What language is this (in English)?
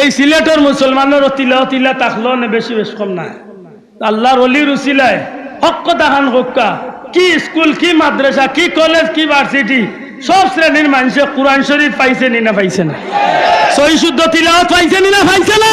Sylheti